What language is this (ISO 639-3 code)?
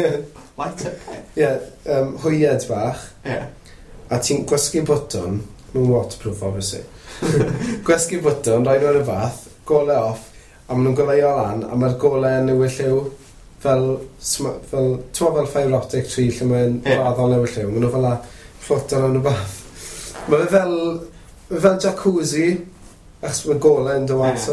cym